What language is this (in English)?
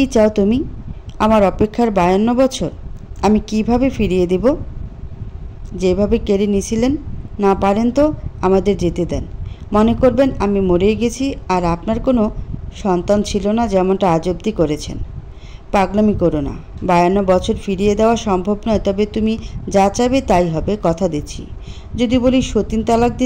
Bangla